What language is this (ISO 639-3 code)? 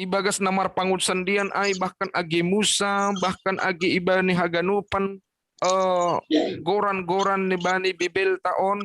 bts